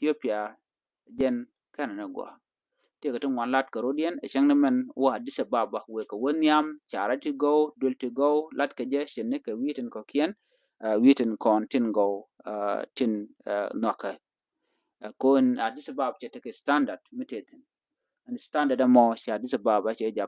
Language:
Nuer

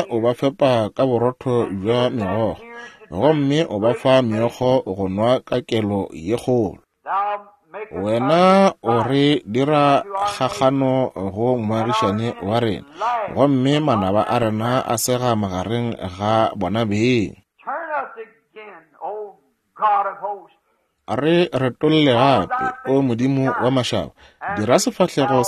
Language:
Northern Sotho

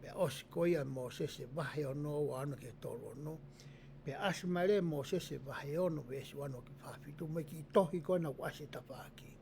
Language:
Tongan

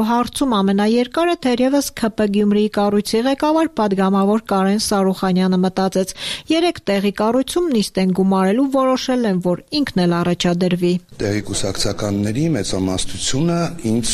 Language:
Armenian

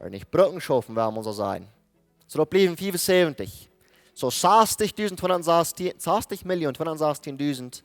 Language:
Plautdietsch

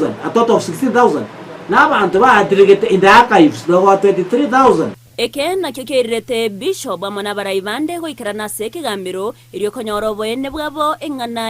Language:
Gusii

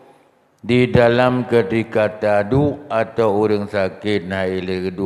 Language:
Achinese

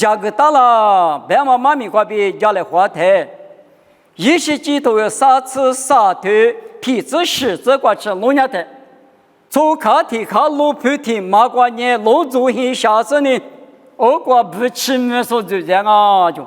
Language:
Lisu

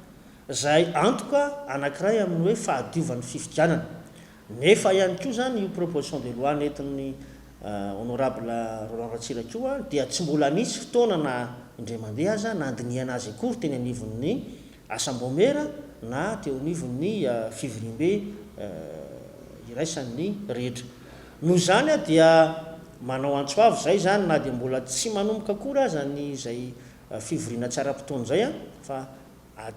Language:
Malagasy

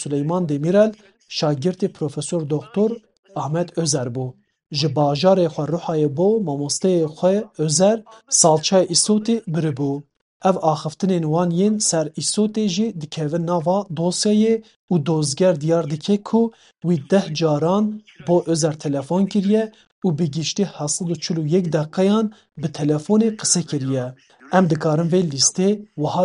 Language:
Kurdish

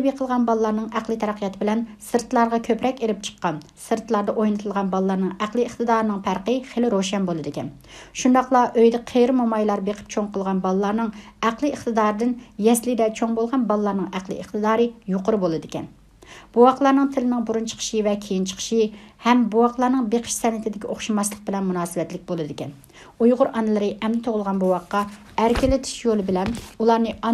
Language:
Uyghur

